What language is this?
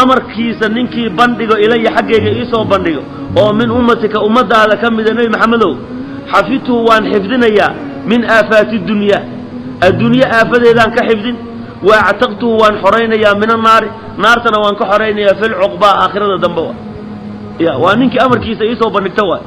Somali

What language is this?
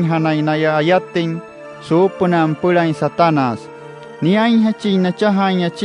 Wayuu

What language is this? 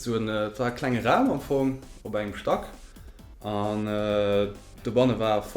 Luxembourgish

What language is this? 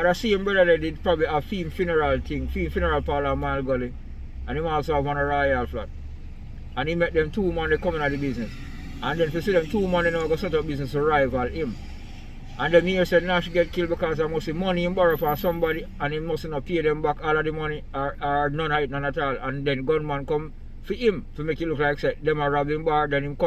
Jamaican Creole English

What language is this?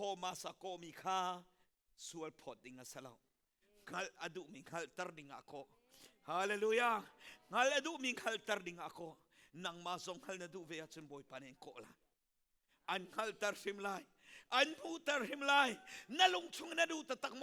Hakha Chin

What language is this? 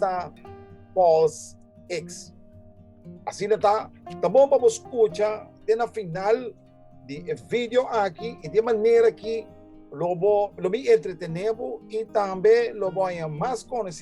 Papiamento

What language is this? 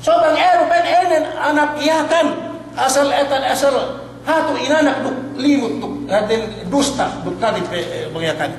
Yakan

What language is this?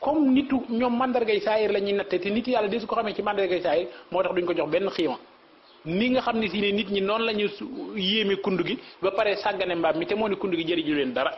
Wolof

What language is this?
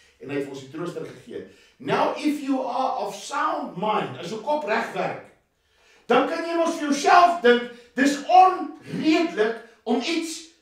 Afrikaans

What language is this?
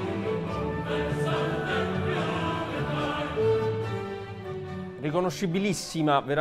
Italian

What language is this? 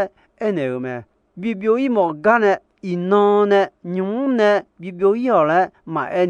Akha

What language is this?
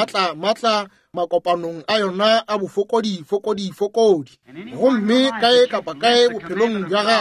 Northern Sotho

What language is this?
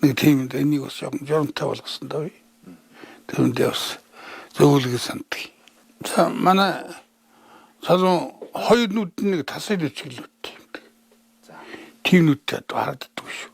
Mongolian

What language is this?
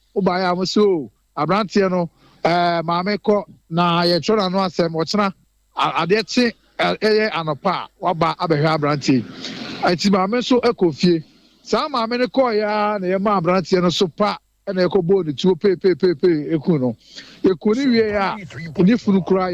Akan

